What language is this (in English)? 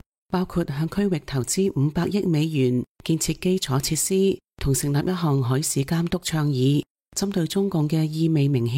Cantonese